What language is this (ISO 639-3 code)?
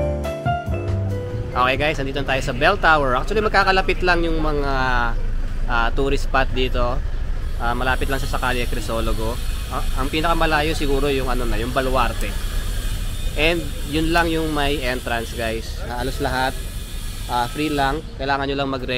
fil